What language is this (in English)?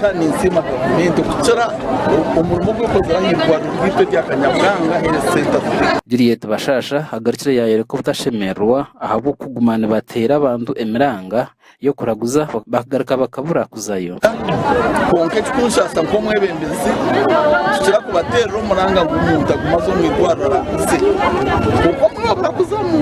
Nyankole